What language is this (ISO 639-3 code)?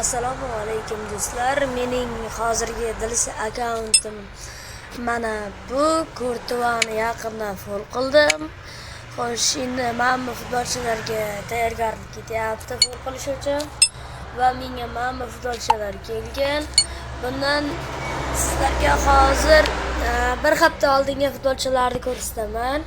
uzb